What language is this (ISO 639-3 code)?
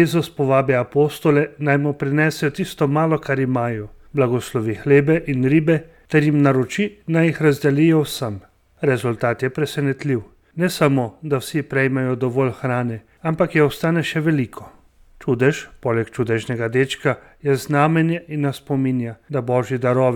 slv